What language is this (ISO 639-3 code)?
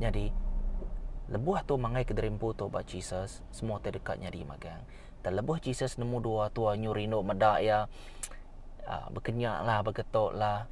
iba